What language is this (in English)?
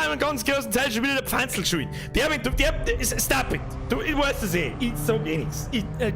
Bavarian